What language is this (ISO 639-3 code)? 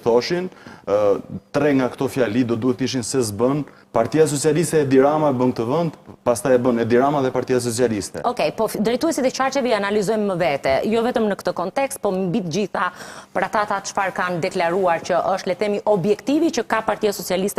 sqi